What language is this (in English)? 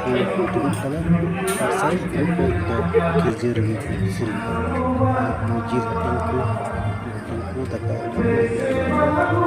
Santali